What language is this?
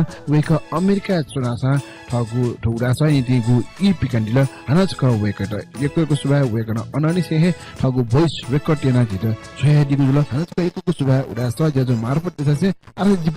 Newari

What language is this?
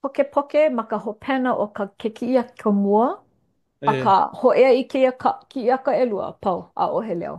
Hawaiian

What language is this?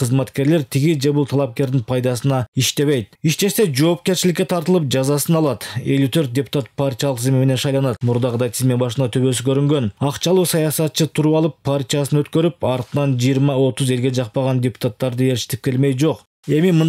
Kyrgyz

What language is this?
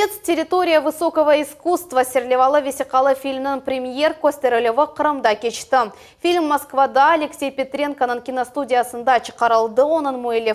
Crimean Tatar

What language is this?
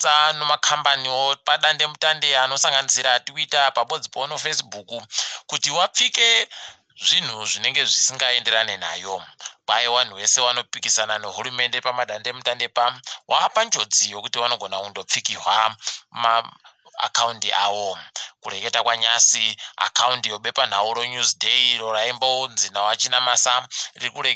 Ndau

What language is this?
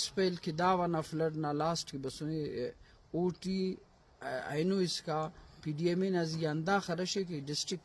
Brahui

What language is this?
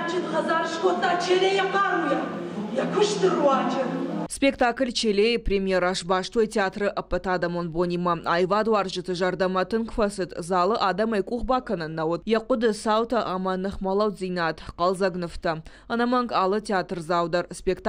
Ossetic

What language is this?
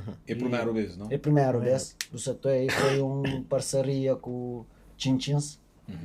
Kabuverdianu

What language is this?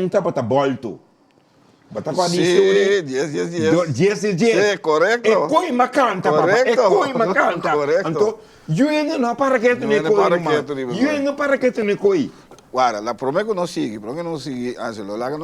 Papiamento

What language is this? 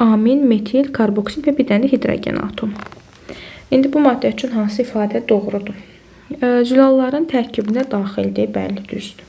Azerbaijani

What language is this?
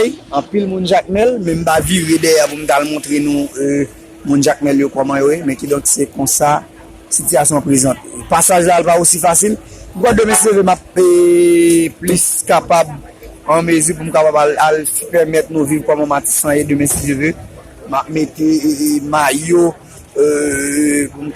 Haitian Creole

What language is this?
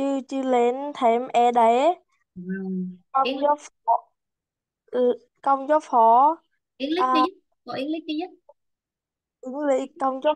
Vietnamese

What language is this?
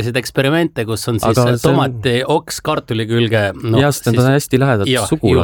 Estonian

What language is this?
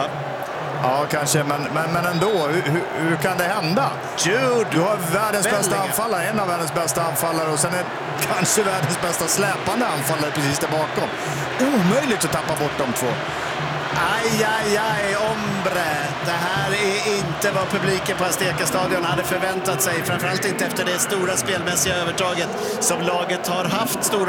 Swedish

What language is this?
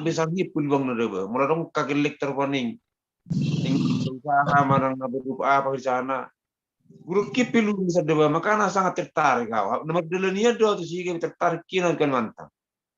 Batak Toba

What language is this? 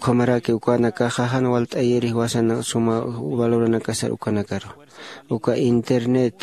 Aymara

